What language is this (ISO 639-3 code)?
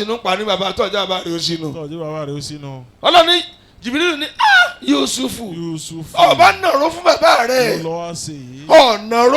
yor